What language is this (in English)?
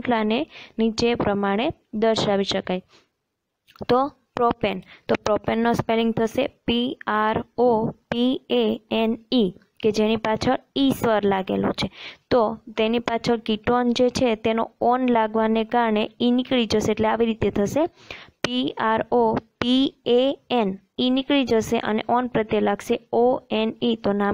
Gujarati